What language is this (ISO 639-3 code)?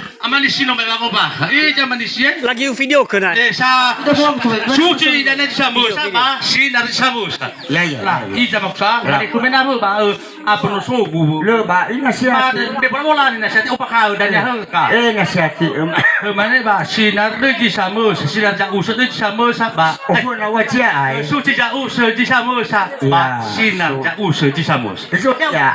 nia